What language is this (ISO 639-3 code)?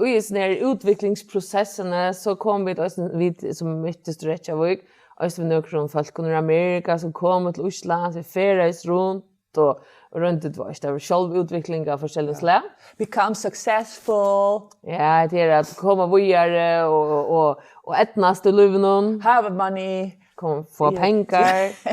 fao